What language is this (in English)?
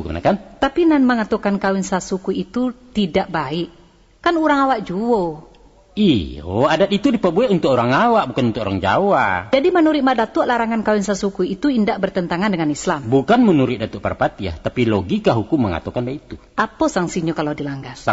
Minangkabau